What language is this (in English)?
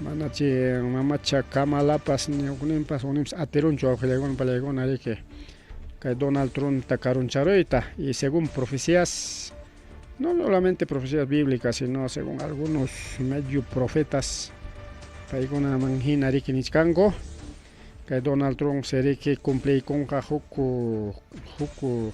Ayacucho Quechua